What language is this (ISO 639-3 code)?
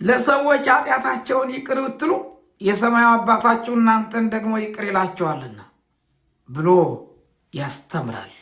amh